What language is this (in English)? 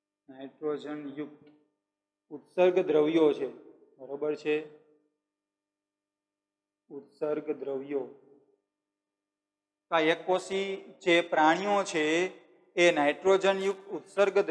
Gujarati